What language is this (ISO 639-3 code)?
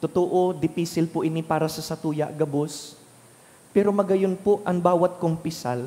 bik